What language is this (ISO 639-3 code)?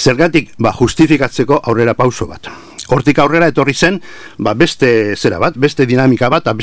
eus